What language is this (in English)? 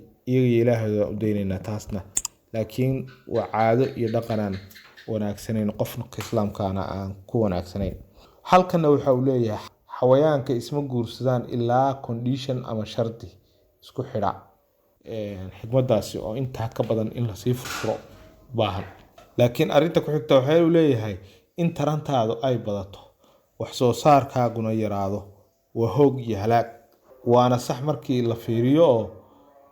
Somali